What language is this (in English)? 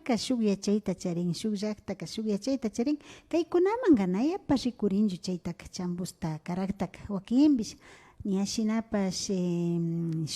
Imbabura Highland Quichua